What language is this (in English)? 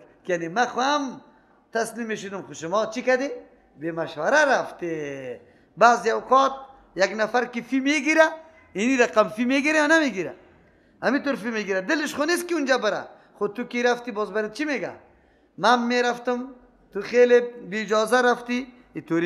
Persian